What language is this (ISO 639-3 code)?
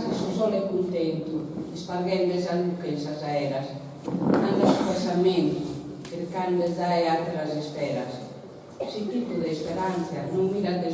srd